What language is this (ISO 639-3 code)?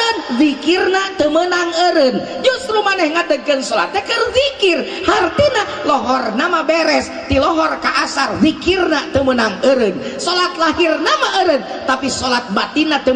sun